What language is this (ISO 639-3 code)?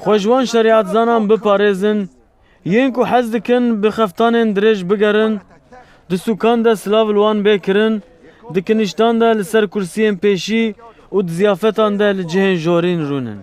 kur